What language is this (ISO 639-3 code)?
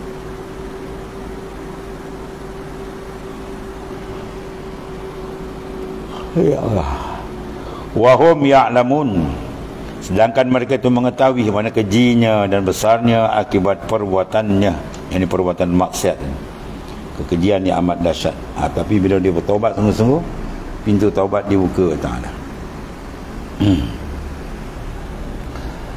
msa